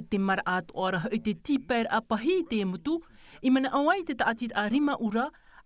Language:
Tahitian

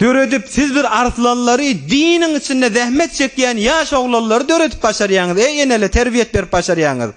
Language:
Turkmen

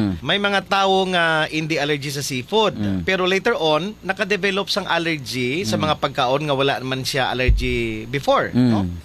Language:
Hiligaynon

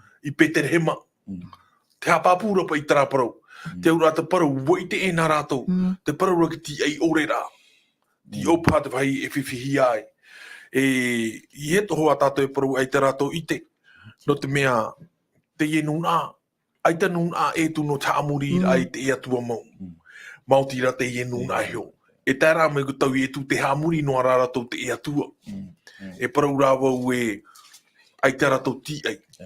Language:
Tahitian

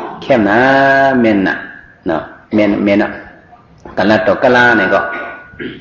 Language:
Shan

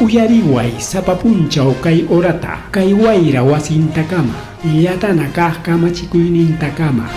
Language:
Ayacucho Quechua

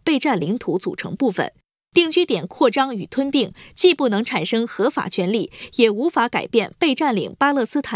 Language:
Chinese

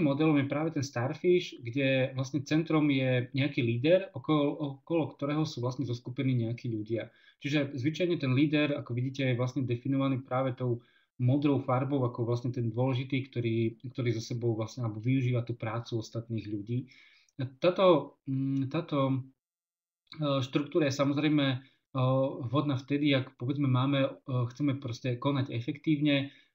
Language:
Slovak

